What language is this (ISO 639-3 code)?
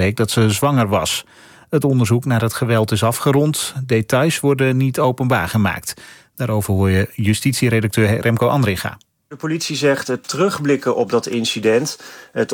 nld